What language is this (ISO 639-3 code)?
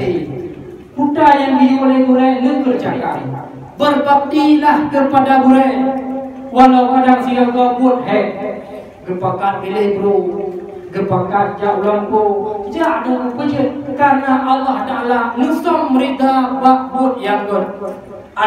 ace